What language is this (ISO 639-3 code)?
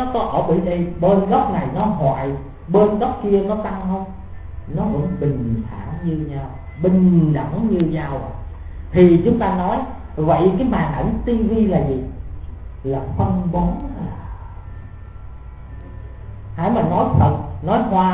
vie